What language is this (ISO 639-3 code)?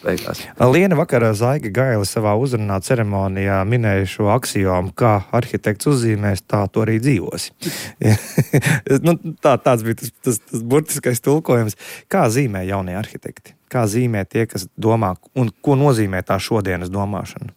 lav